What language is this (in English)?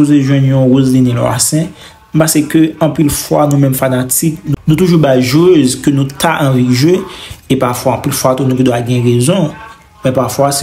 Haitian Creole